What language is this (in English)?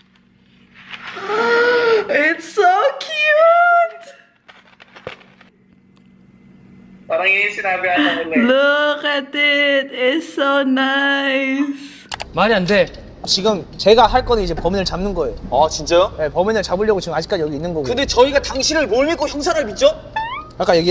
Korean